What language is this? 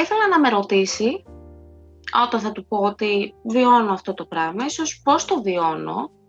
Greek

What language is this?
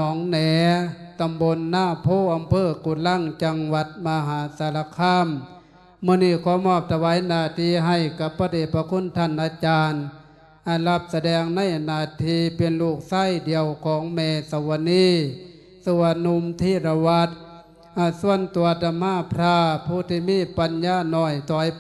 Lao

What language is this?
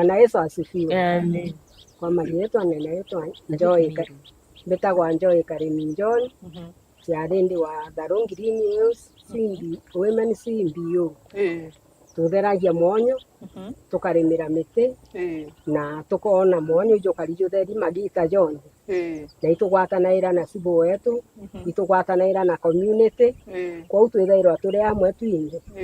Meru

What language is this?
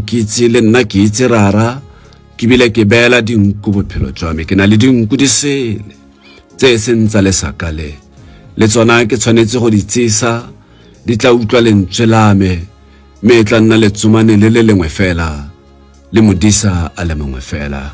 Tswana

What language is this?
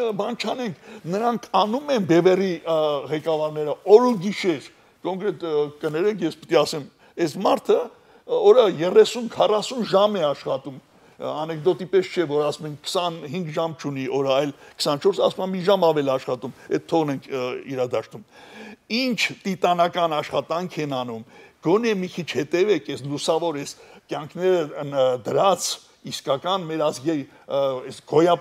Armenian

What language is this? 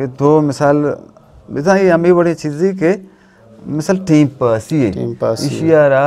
Eastern Balochi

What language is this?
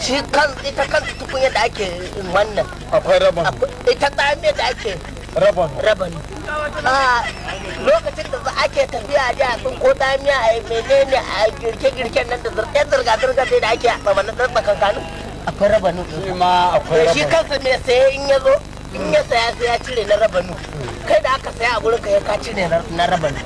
Hausa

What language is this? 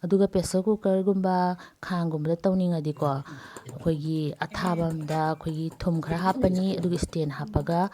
Manipuri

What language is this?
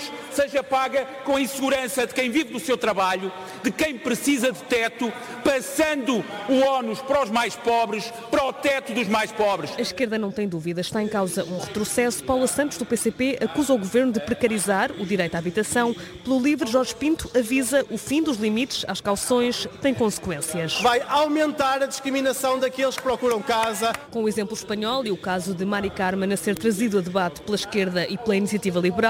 Portuguese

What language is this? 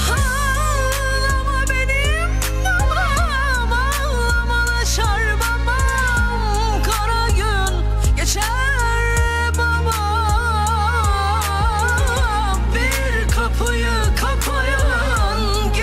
Turkish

